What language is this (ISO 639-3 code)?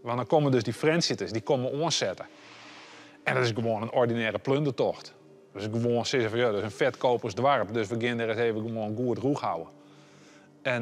fry